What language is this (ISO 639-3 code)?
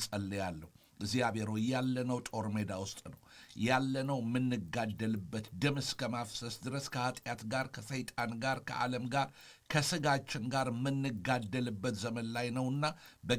amh